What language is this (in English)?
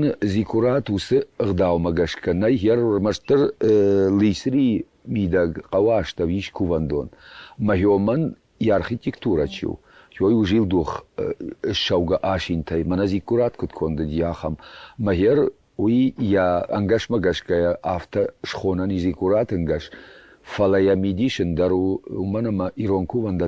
Ossetic